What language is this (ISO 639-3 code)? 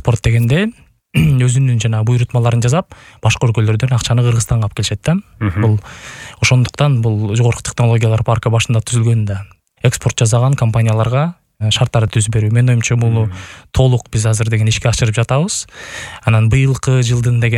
kir